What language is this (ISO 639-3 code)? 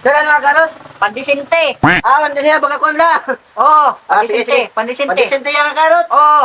war